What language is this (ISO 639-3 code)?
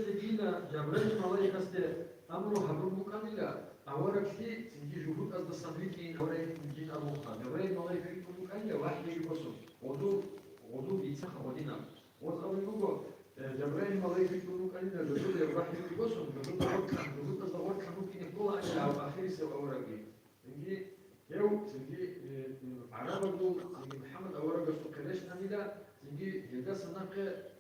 ava